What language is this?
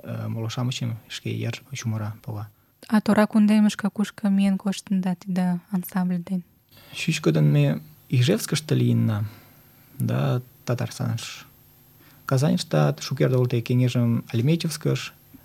Mari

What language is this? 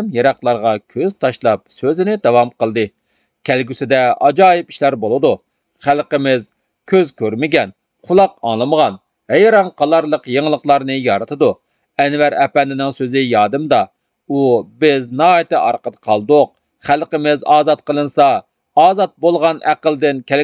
Uyghur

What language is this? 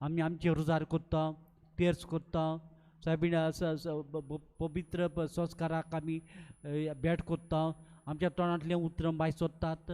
Konkani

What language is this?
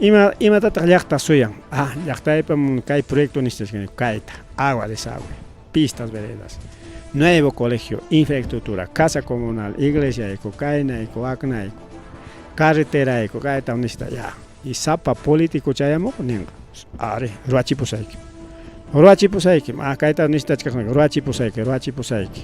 Ayacucho Quechua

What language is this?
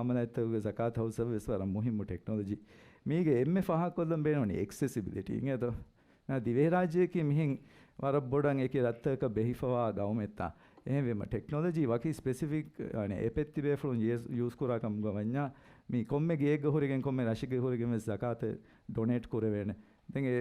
Divehi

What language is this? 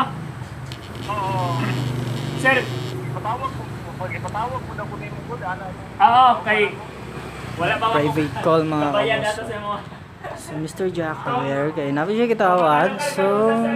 Cebuano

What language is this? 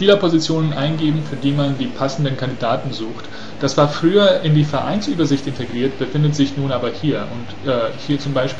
German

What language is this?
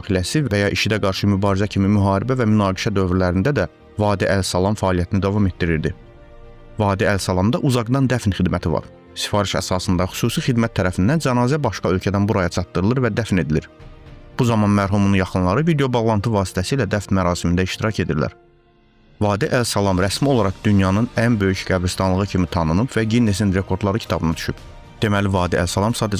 Azerbaijani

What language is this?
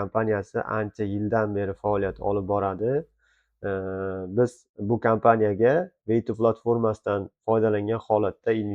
Uzbek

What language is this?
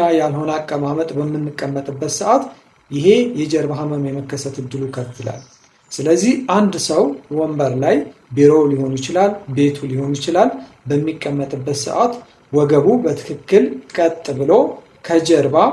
Amharic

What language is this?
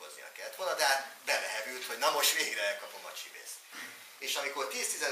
Hungarian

